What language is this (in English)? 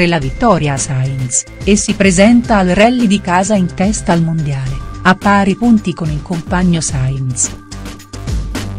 Italian